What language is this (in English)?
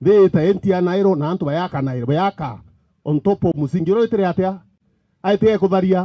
Meru